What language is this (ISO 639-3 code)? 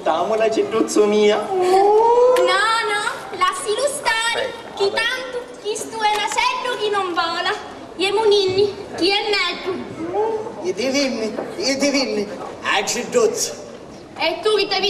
scn